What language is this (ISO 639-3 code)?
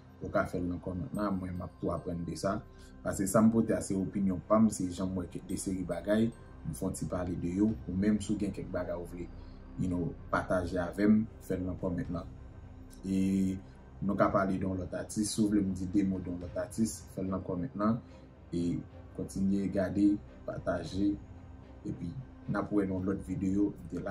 hat